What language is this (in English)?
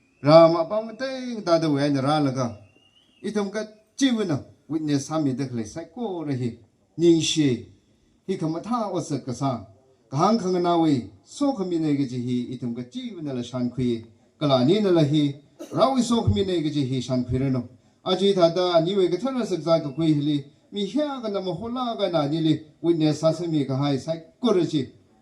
Tangkhul Naga (India)